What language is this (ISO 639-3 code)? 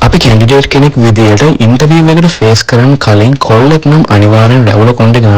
sin